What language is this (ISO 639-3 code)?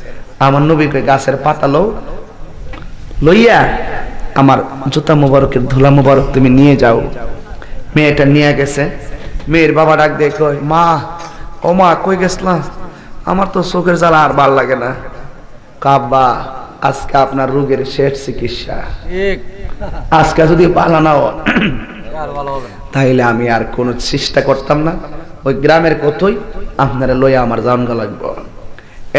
ben